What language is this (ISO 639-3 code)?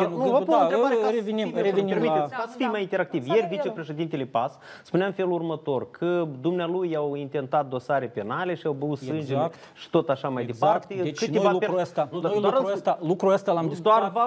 ron